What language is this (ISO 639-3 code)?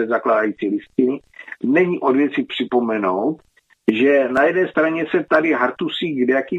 ces